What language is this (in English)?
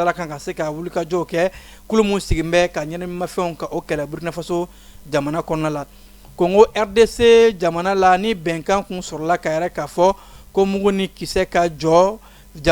Bambara